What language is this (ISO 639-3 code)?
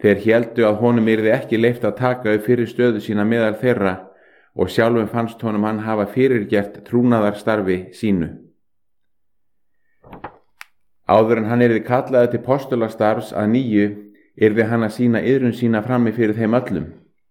isl